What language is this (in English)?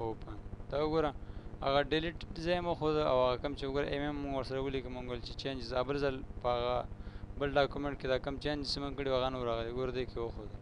Pashto